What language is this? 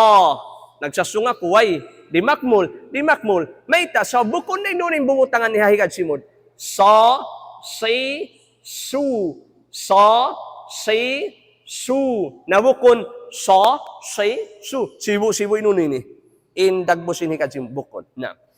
Tausug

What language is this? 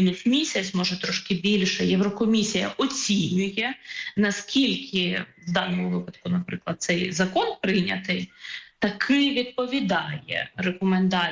Ukrainian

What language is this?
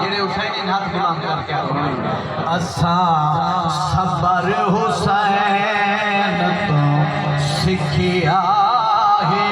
Saraiki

